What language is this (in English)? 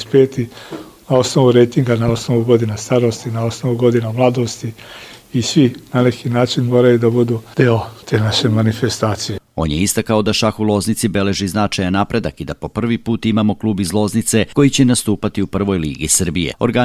Serbian